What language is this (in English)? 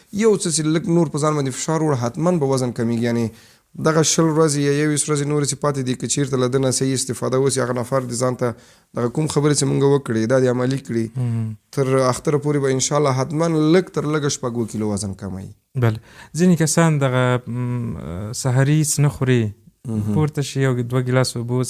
Pashto